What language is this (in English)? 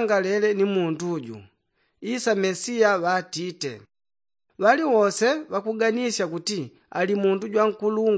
Yao